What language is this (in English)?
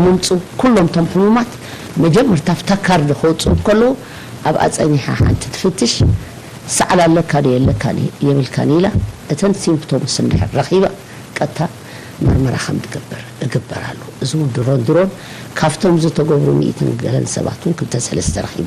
Tigrinya